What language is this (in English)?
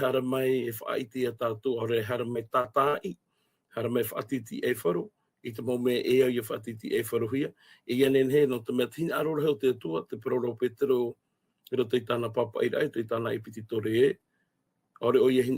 Tahitian